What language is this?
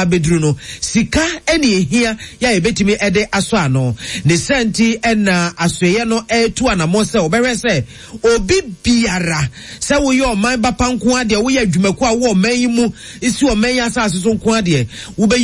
Akan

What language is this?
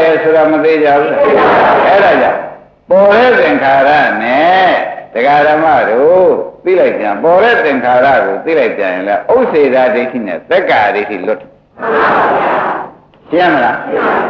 Burmese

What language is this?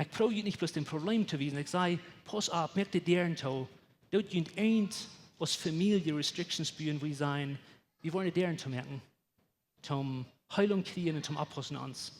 Plautdietsch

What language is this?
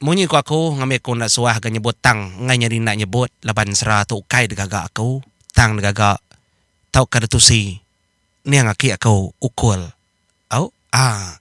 Iban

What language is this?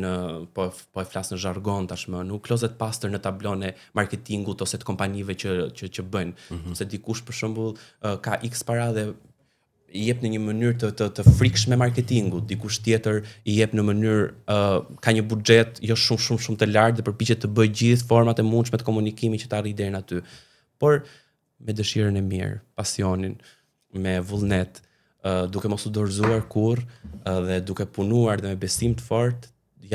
Albanian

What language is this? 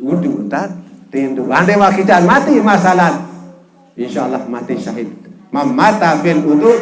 Sasak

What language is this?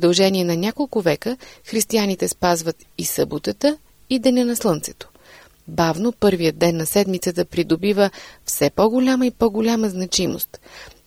Bulgarian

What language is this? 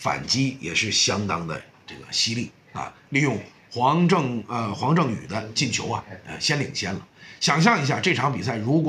Chinese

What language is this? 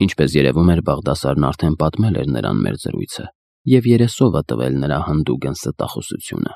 Armenian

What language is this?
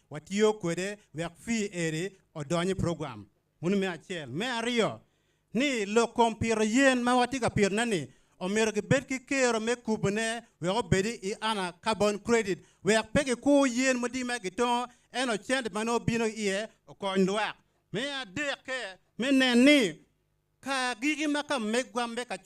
Acoli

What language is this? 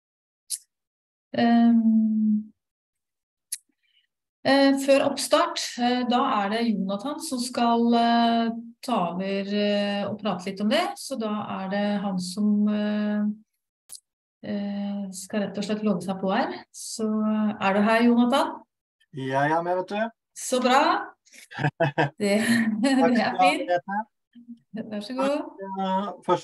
Norwegian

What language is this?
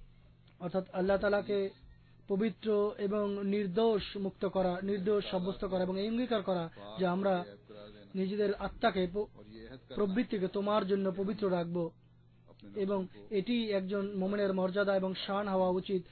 Bangla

